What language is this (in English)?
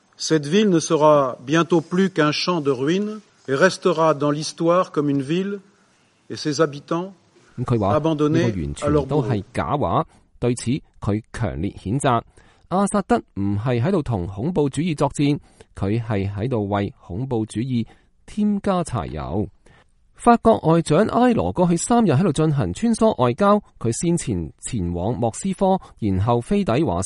Cantonese